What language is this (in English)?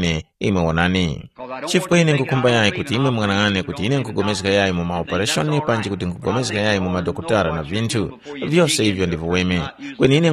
Tumbuka